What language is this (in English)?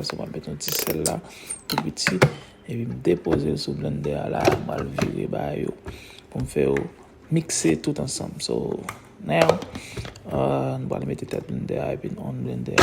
Haitian Creole